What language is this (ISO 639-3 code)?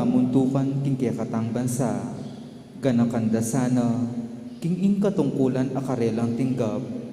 pam